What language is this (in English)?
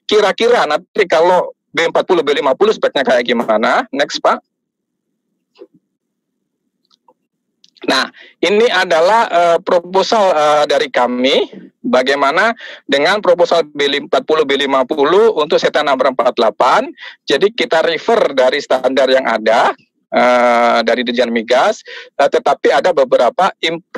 Indonesian